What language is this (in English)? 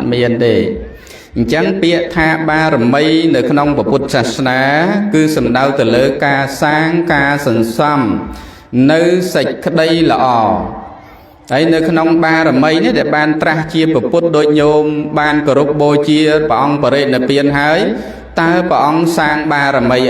Khmer